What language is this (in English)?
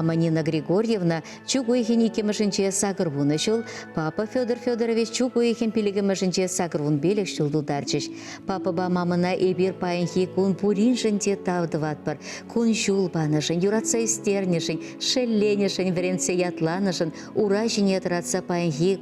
Chuvash